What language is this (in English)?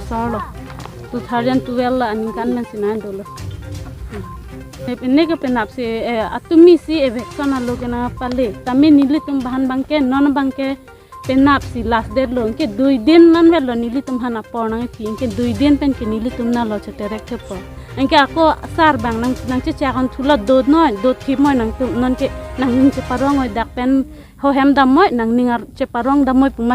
Karbi